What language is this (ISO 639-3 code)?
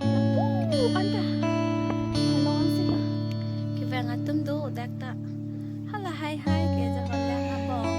mjw